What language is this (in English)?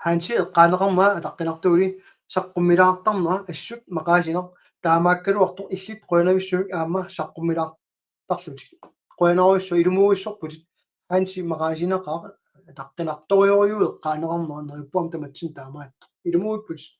Kalaallisut